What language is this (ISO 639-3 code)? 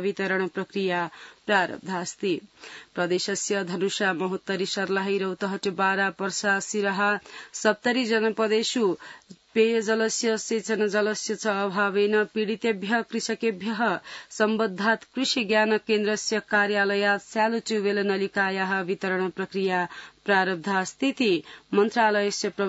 san